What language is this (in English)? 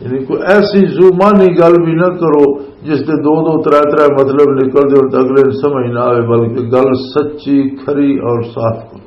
Western Panjabi